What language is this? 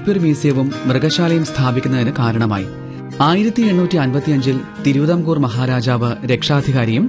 Malayalam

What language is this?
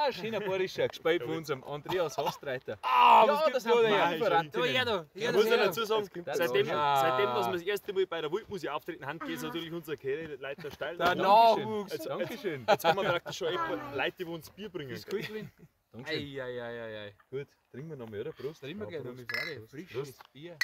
Bavarian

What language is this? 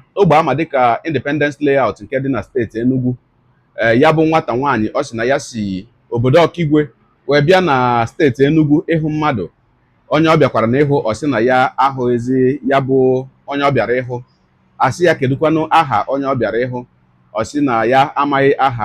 Igbo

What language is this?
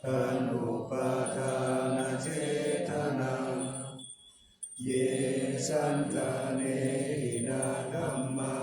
Pali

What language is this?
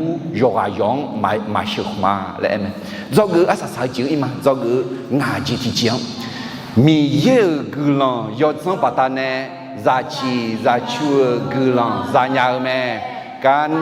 Akha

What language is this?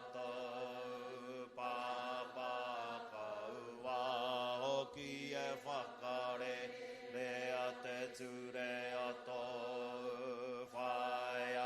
Māori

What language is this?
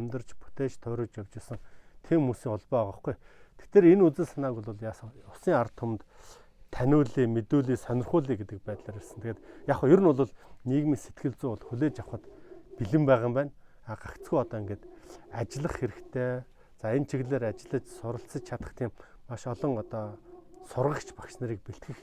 Mongolian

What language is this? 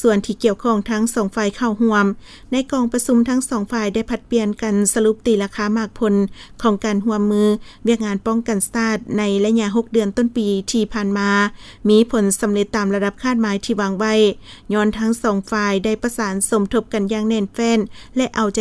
Lao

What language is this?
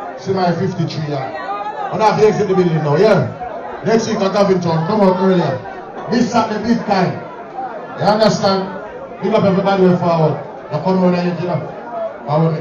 Jamaican Creole English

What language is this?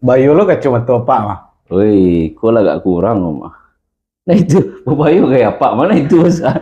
Minangkabau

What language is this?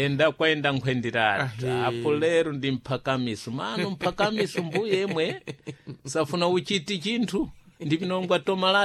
Sena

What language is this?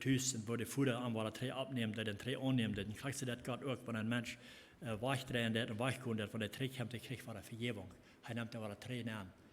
Plautdietsch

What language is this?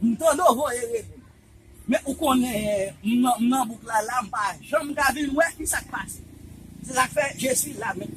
Haitian Creole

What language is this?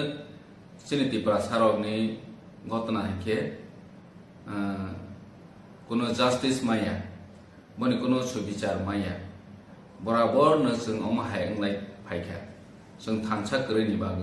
Kok Borok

